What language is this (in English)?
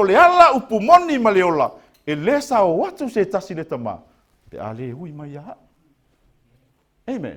Samoan